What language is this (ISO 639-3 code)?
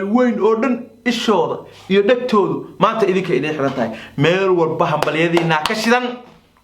som